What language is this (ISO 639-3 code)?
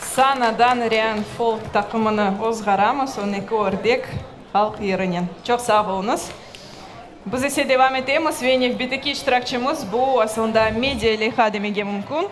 crh